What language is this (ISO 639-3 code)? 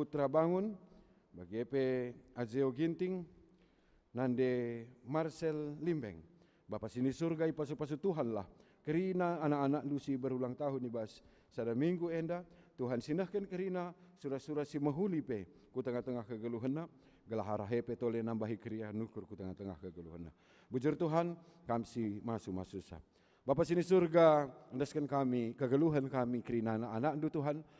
btx